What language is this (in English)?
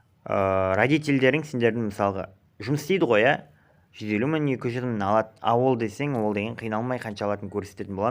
Kazakh